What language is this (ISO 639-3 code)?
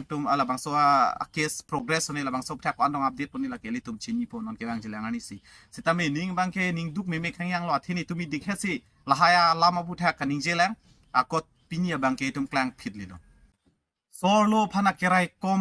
mjw